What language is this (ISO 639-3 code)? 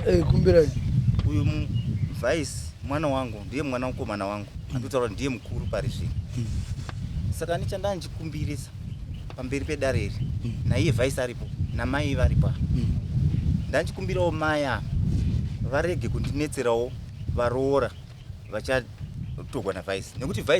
sna